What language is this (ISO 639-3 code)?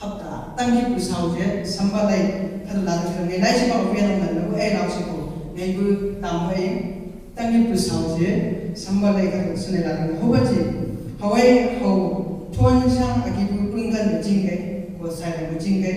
nbc